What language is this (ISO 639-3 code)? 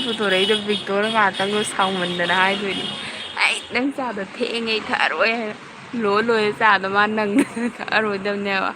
mni